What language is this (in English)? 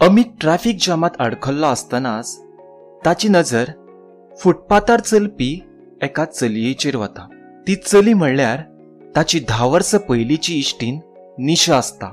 Konkani